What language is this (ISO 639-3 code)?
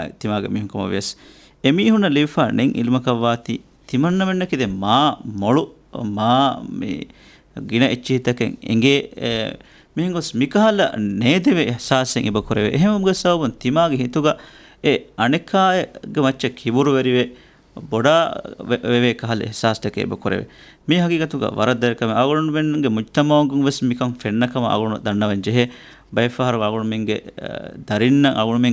div